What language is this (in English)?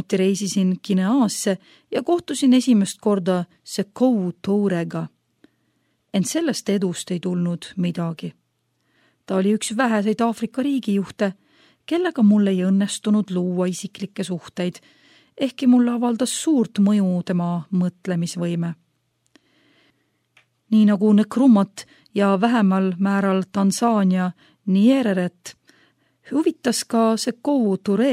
Estonian